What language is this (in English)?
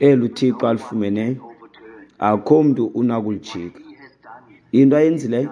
Xhosa